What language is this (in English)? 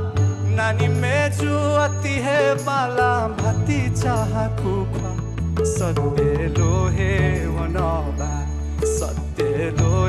Newari